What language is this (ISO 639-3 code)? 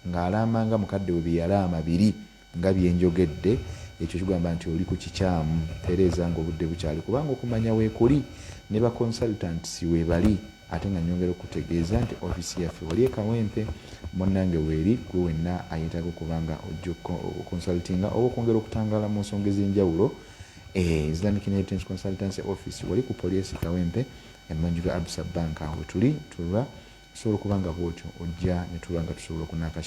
lug